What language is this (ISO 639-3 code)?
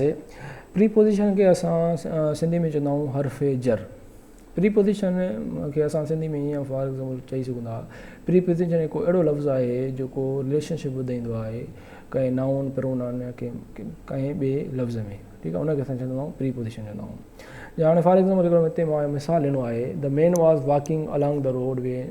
snd